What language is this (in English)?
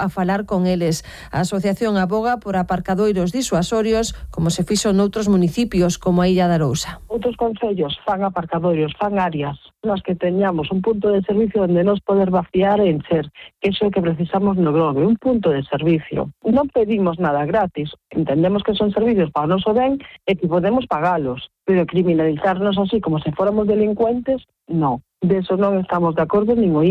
Galician